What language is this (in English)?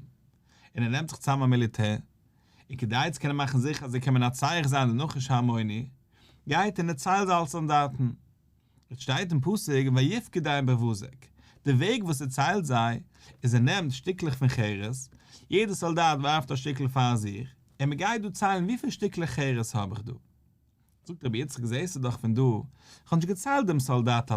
Yiddish